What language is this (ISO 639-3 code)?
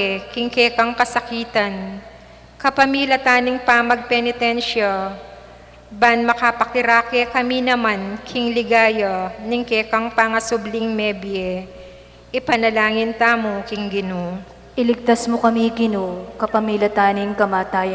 pam